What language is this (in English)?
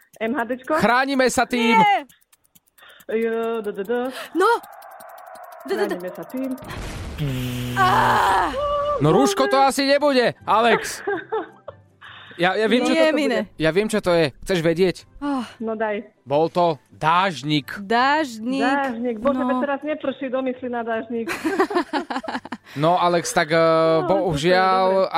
Slovak